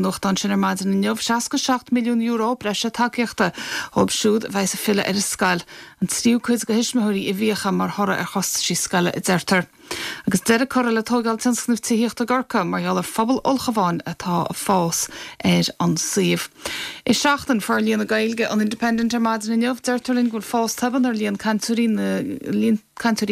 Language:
Irish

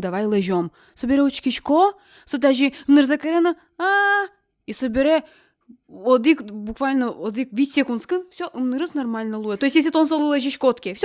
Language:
Udmurt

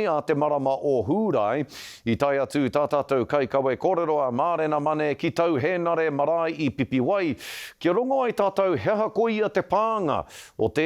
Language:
Māori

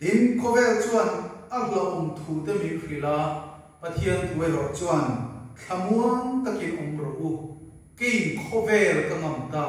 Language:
Mizo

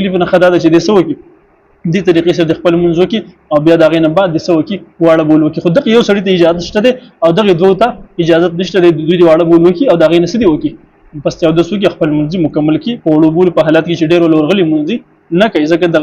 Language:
Pashto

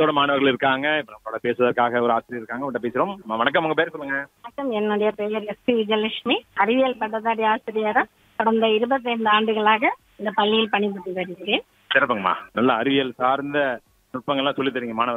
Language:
Tamil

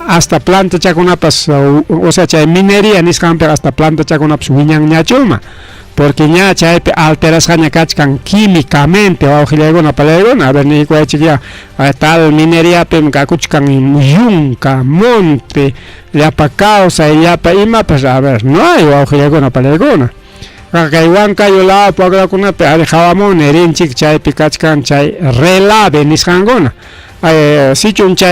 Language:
Ayacucho Quechua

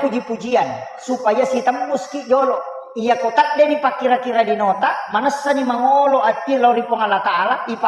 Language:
Buginese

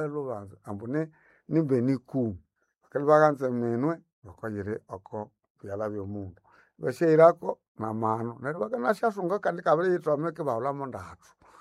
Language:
Nande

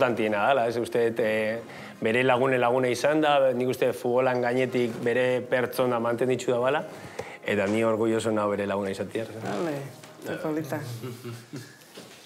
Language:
Basque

